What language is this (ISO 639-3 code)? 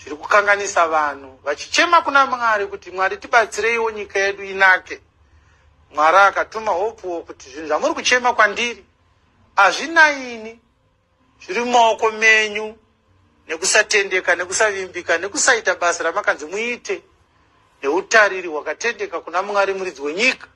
sna